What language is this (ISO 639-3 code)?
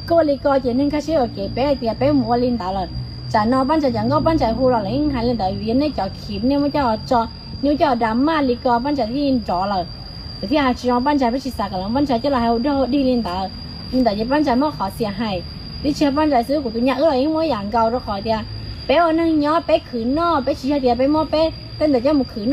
hmn